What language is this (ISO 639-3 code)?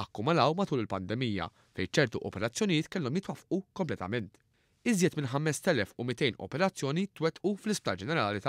mlt